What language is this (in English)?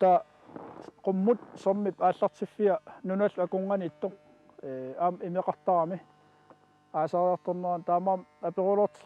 Kalaallisut